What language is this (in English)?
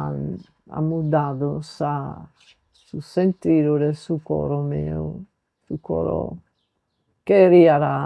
Sardinian